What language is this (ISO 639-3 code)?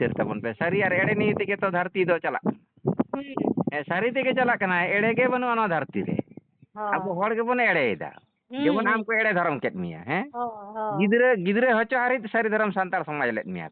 sat